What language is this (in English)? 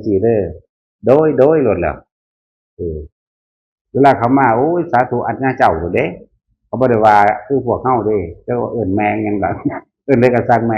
Northeastern Thai